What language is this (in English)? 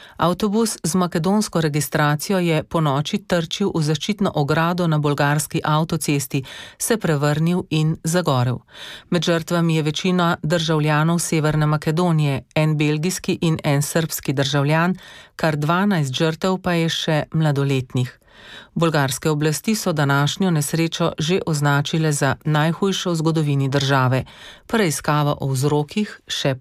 Slovenian